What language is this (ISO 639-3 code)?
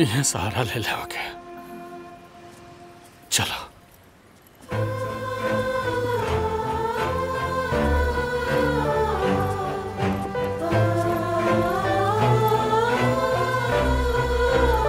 bho